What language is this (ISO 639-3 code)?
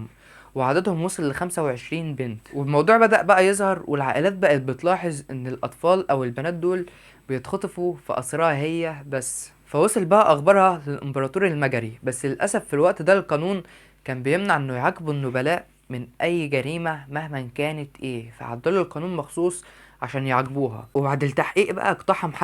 arz